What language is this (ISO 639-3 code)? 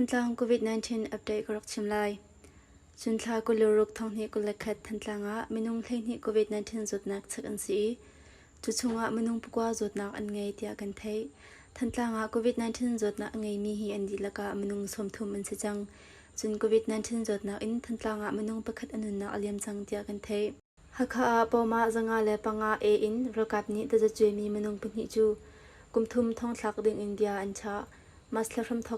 cnh